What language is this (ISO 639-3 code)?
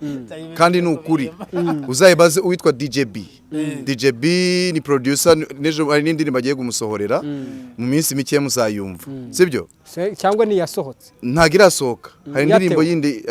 kin